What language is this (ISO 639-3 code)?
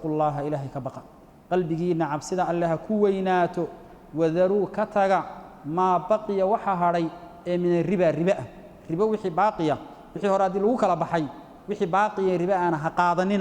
som